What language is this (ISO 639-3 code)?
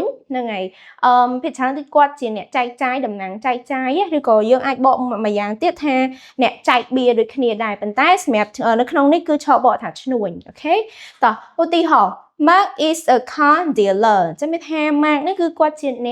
khm